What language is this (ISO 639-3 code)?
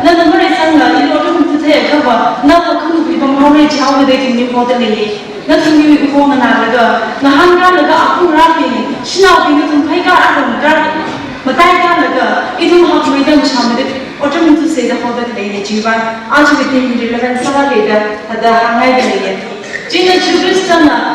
nmf